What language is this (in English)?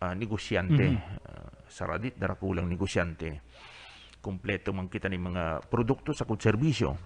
Bikol